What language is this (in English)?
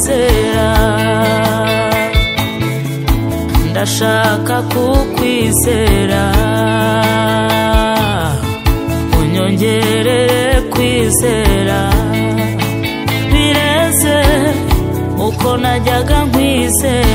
Kinyarwanda